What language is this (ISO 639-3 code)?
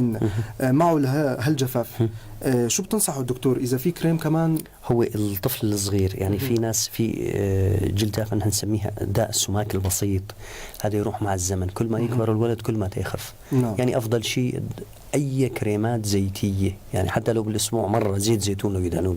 apc